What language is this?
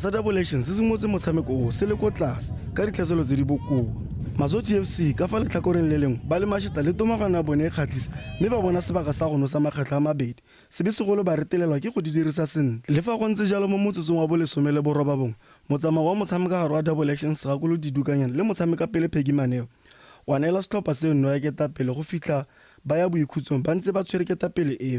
Tswana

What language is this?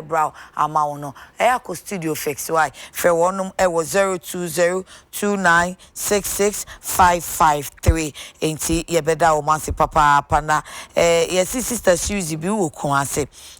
Akan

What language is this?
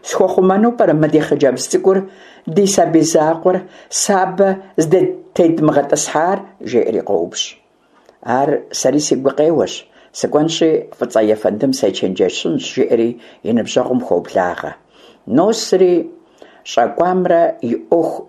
Kabardian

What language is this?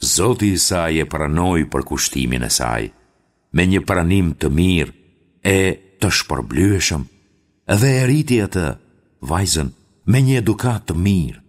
Albanian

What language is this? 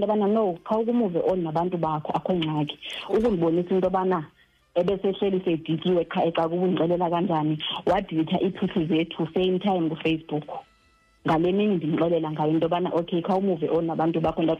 Xhosa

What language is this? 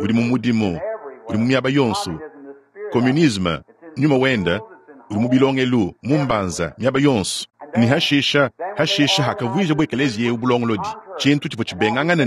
Luba-Lulua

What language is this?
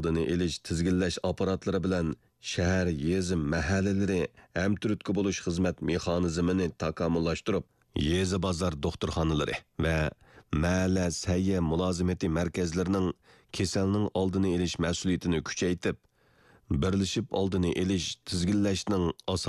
Uyghur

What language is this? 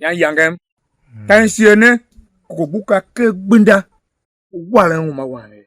Tiv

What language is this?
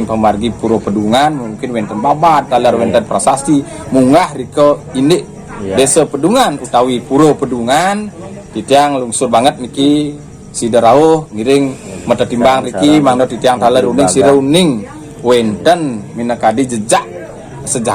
Balinese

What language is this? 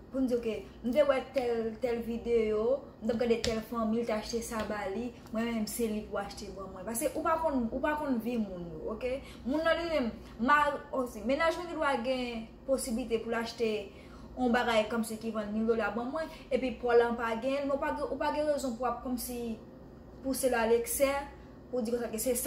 Haitian Creole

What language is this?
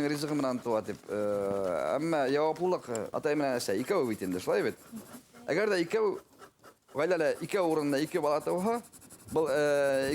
Bashkir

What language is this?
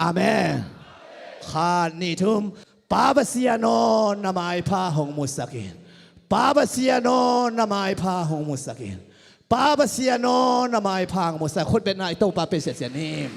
Tedim Chin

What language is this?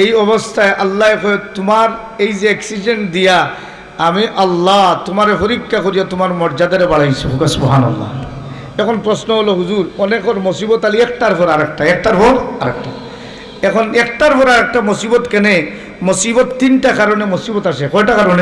Sylheti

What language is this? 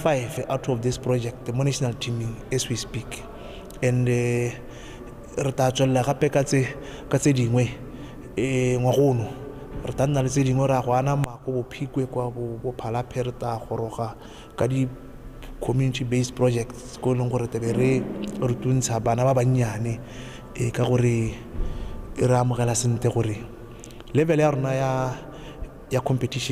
Tswana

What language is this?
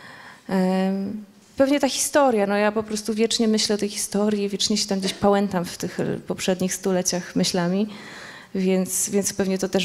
Polish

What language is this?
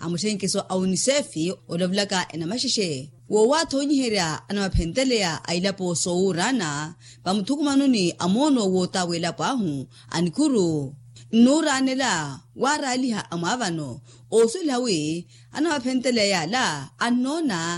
Makhuwa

